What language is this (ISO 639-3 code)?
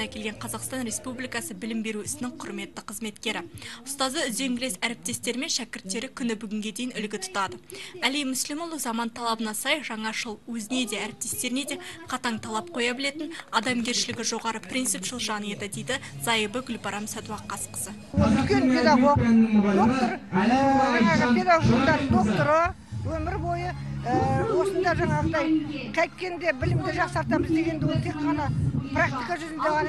kaz